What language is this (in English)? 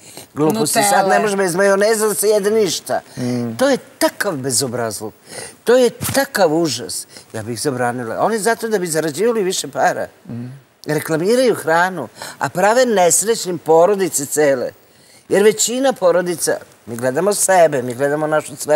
Serbian